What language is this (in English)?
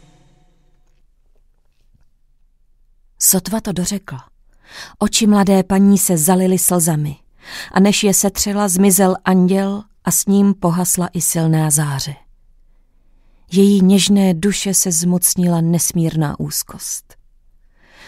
Czech